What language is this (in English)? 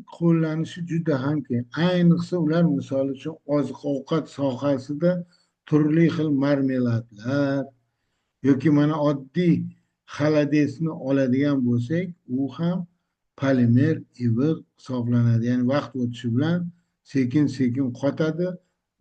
Uzbek